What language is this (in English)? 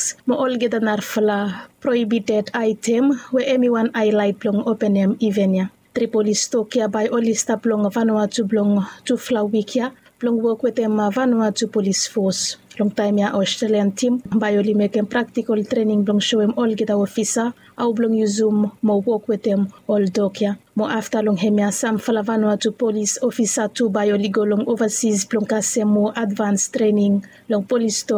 Bislama